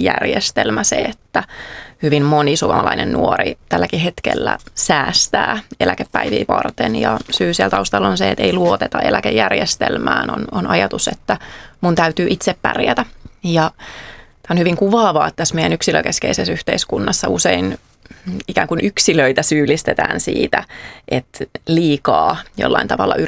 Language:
Finnish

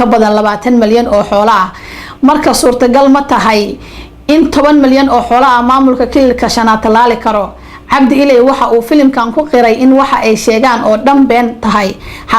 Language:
Somali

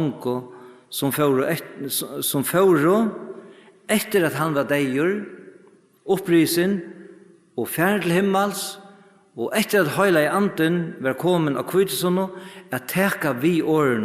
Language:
Faroese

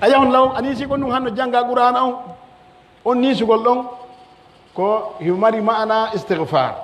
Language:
Pular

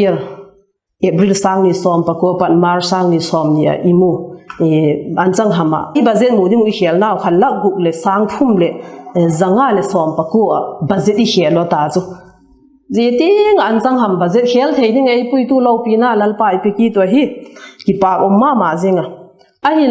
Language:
Vaiphei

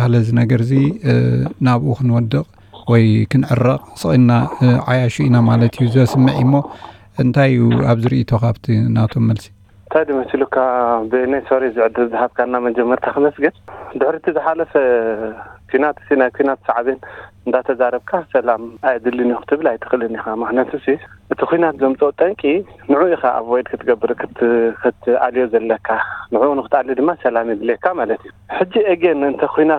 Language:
Tigrinya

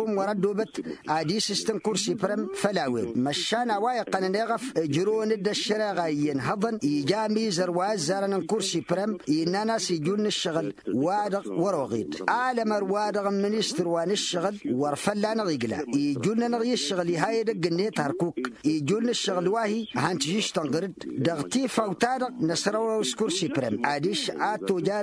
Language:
Tamasheq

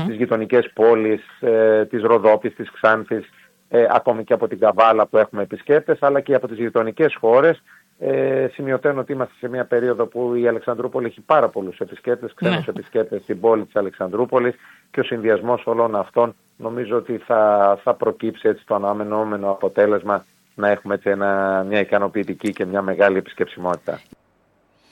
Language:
Greek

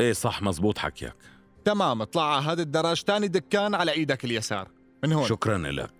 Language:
North Levantine Arabic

